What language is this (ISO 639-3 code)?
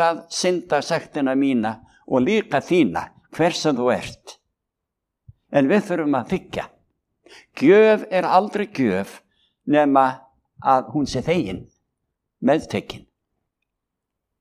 isl